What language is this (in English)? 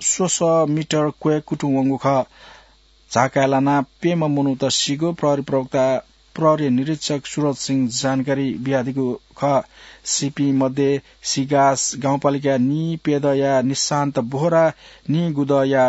Newari